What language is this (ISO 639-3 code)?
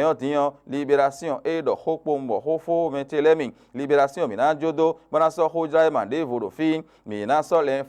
fon